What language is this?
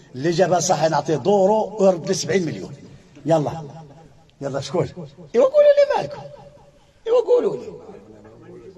Moroccan Arabic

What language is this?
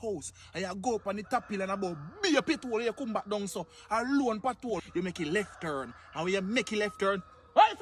Jamaican Creole English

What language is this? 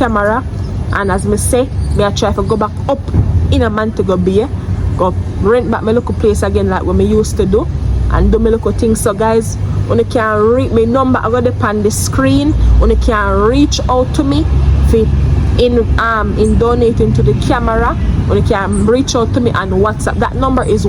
Jamaican Creole English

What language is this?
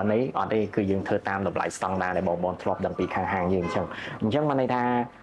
Khmer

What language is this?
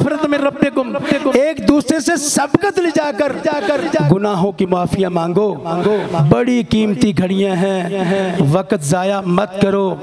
Urdu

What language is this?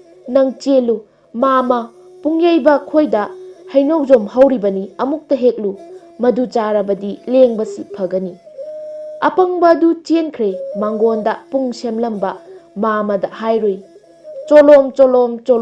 Manipuri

